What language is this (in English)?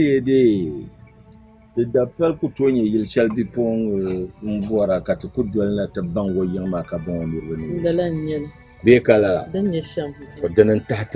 Dagbani